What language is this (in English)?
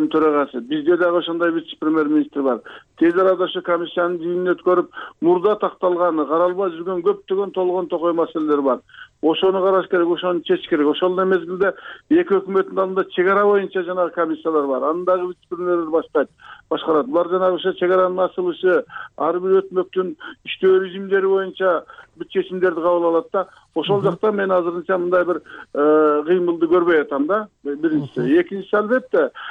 Kyrgyz